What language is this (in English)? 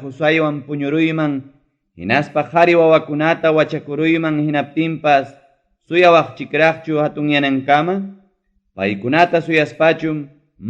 Ayacucho Quechua